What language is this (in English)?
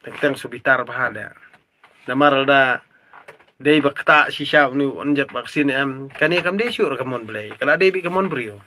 Khasi